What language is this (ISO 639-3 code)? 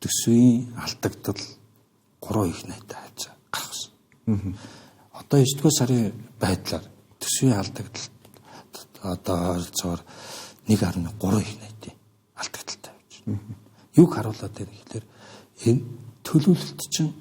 mon